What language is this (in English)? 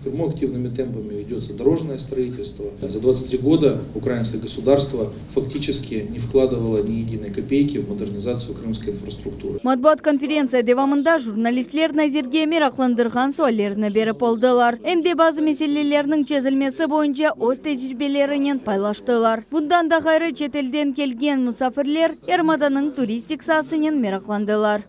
Crimean Tatar